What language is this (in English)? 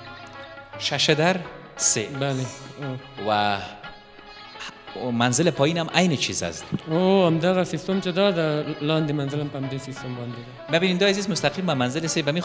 Persian